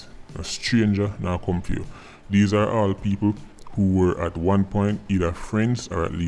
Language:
Jamaican Creole English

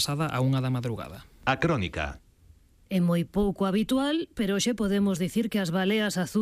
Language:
Galician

